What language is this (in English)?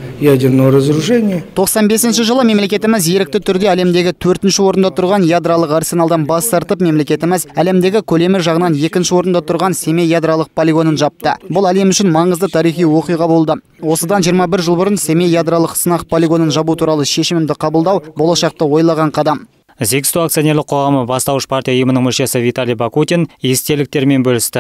Kazakh